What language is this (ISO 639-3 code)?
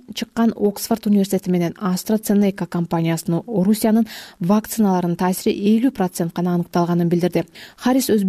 kir